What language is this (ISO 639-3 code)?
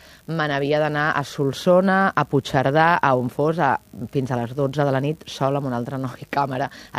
cat